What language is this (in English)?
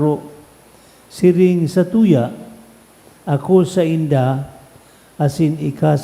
Bikol